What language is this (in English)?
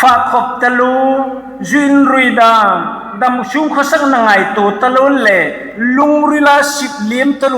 Hmar